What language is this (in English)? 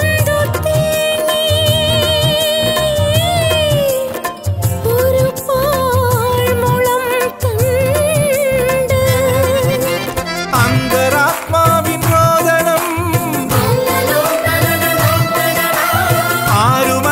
Malayalam